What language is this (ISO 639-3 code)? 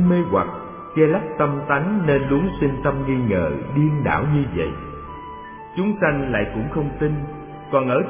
vie